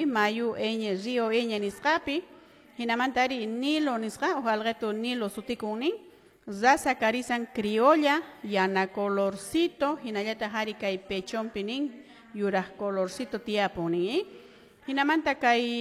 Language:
Quechua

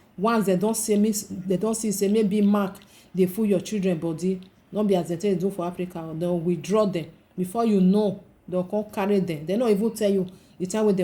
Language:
Nigerian Pidgin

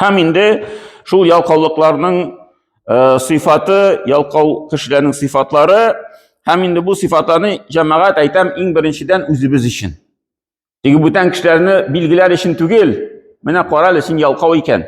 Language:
Tatar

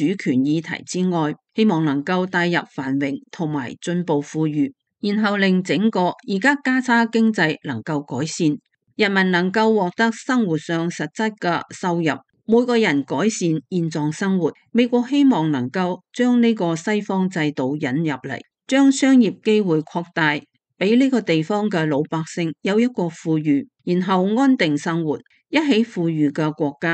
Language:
Cantonese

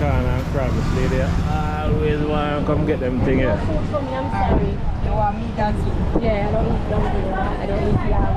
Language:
Jamaican Creole English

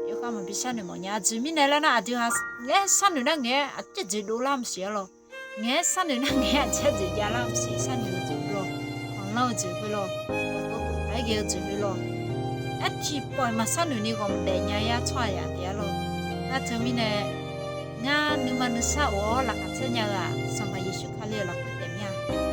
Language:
Akha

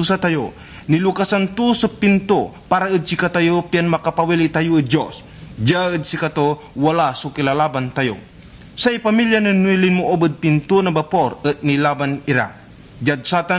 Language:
Pangasinan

